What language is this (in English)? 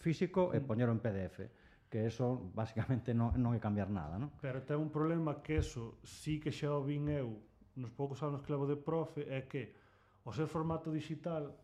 Galician